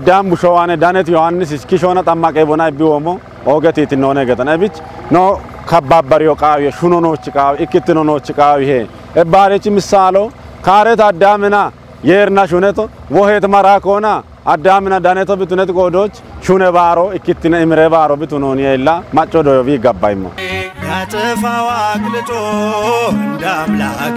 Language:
Kafa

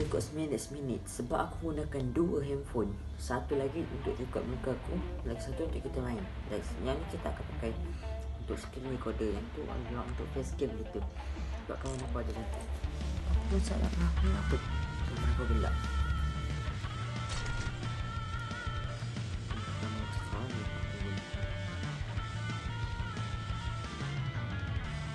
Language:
Malay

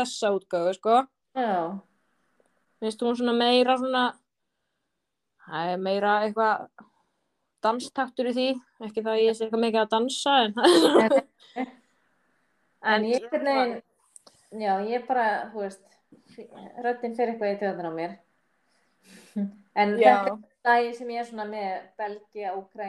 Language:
Icelandic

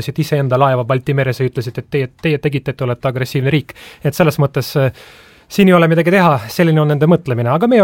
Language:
Estonian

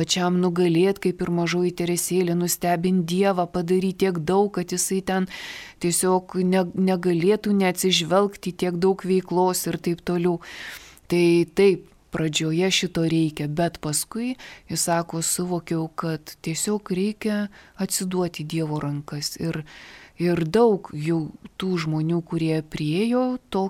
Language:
Lithuanian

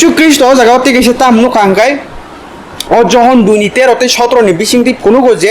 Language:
Kok Borok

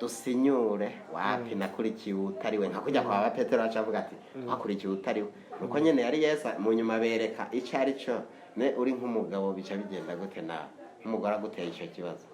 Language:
Rundi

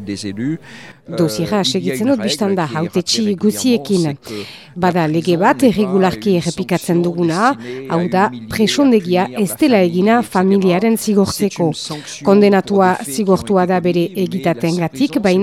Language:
Basque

